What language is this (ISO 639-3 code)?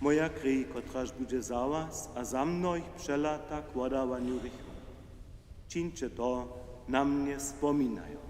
hsb